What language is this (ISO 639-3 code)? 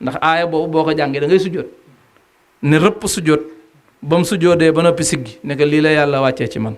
wol